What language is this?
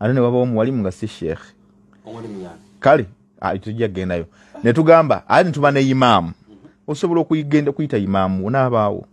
Ganda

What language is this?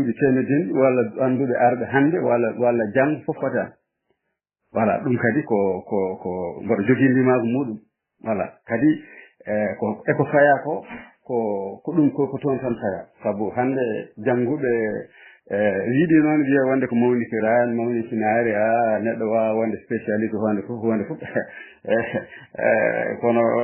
Fula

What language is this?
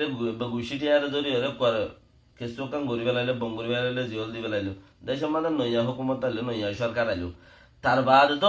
Rohingya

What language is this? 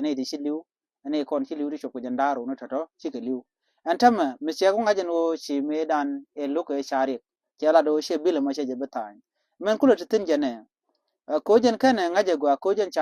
Nuer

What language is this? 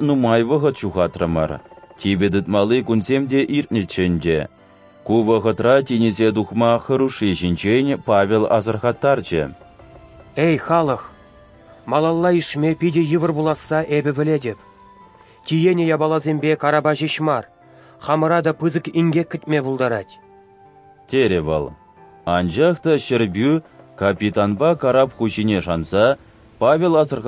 Chuvash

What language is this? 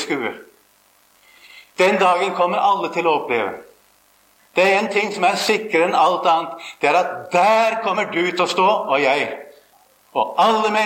Norwegian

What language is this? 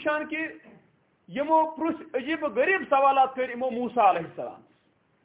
Kashmiri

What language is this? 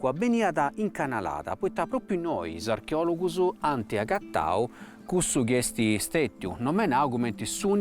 Sardinian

